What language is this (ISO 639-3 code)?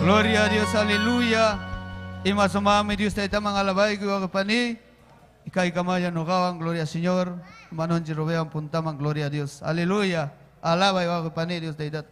quy